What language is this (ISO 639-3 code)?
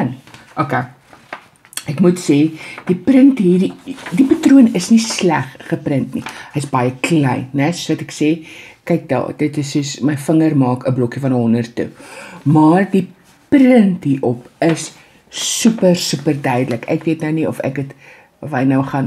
afr